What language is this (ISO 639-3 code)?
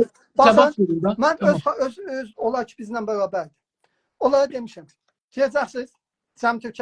azb